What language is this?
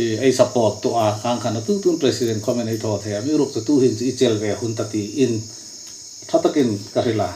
Hmar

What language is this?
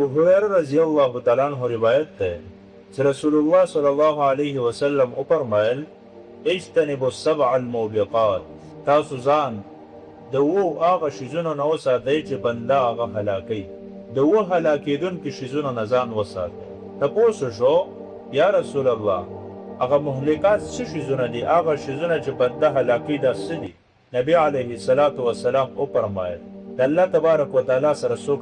Pashto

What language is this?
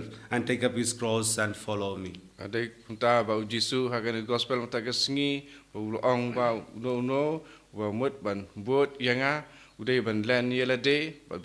Khasi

